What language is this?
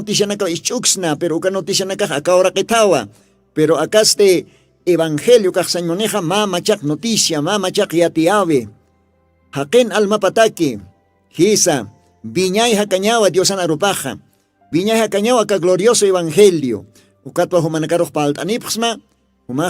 Aymara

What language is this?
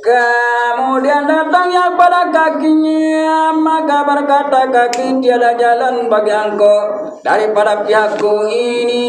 Sasak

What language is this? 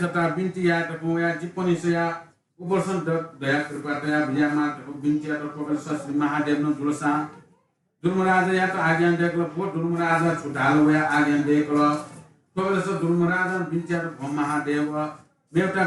Newari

